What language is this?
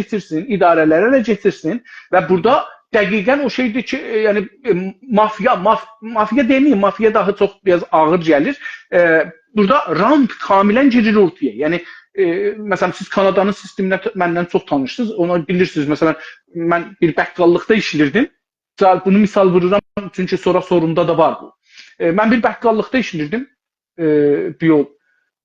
South Azerbaijani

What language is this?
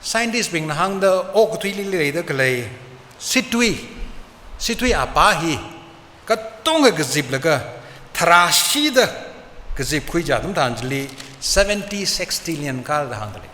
Tangkhul Naga (India)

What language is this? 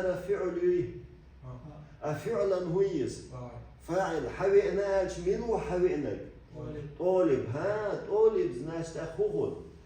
Chechen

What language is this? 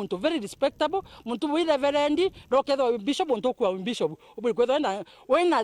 Meru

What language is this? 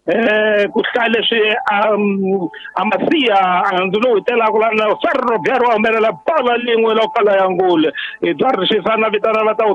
Tsonga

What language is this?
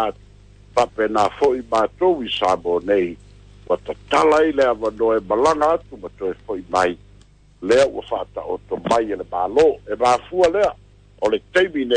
Samoan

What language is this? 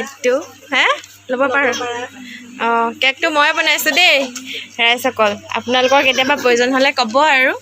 Assamese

